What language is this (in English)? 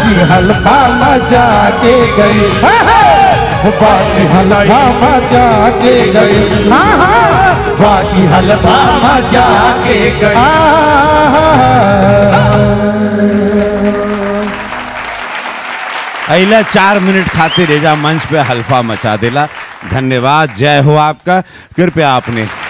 Bhojpuri